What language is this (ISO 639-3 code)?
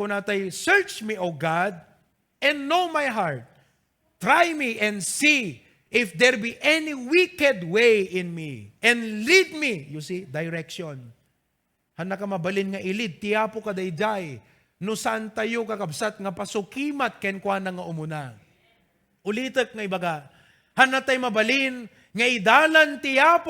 ilo